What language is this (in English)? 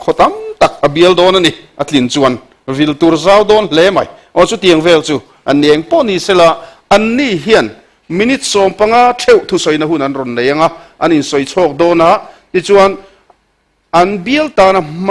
Mizo